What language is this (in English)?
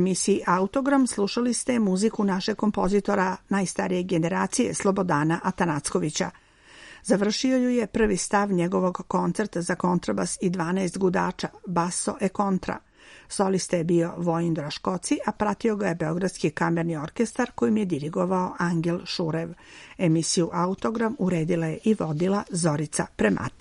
Serbian